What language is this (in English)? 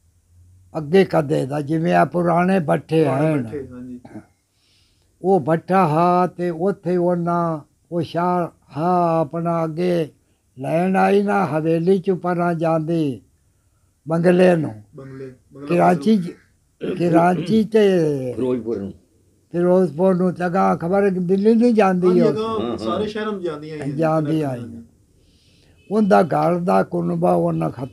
Punjabi